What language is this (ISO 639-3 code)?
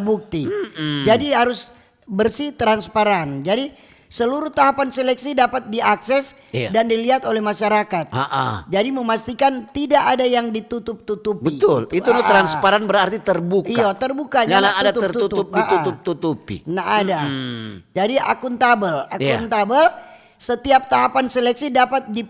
xmm